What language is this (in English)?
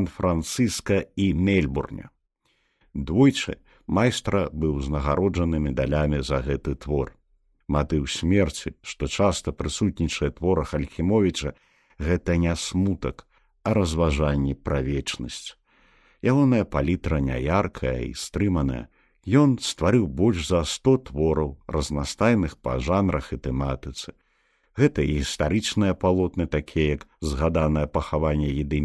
Belarusian